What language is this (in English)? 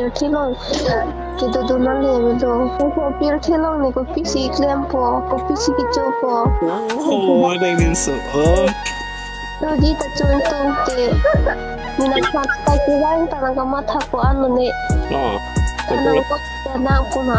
Karbi